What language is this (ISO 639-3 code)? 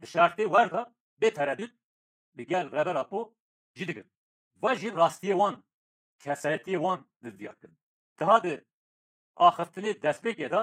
kur